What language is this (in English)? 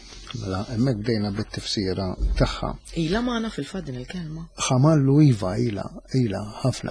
Maltese